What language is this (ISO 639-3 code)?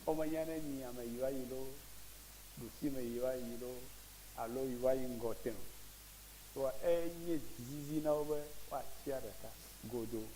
ewe